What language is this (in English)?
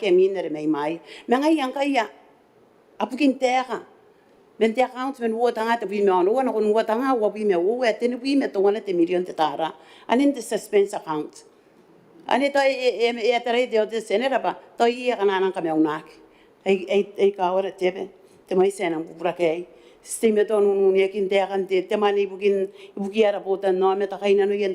Gilbertese